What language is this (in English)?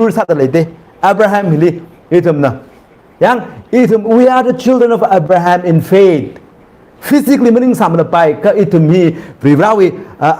Tangkhul Naga (India)